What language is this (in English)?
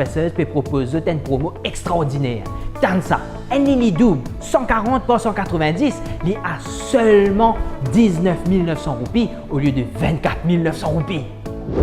Morisyen